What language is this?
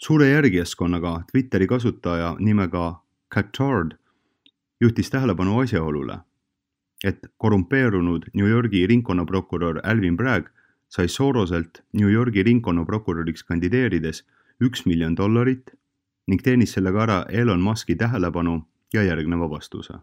Estonian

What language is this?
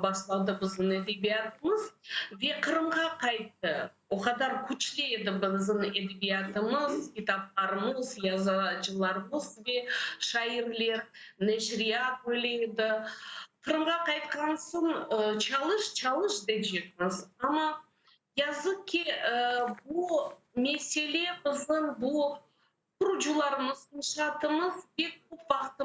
Crimean Tatar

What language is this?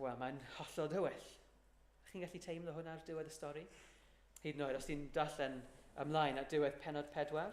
Welsh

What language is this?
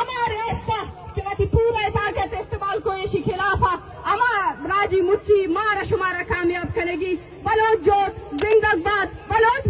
Eastern Balochi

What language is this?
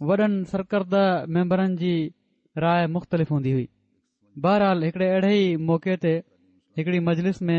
Sindhi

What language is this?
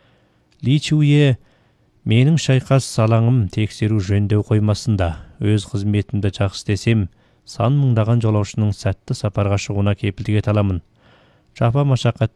Kazakh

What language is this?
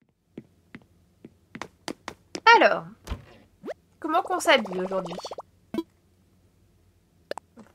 French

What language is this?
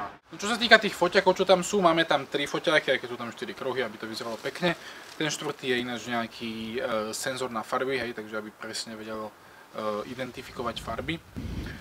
Slovak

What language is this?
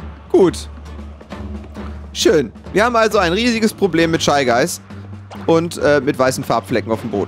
German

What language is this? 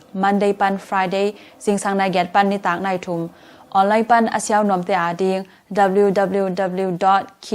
Tedim Chin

